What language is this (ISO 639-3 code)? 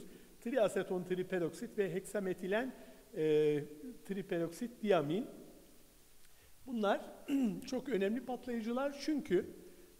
tur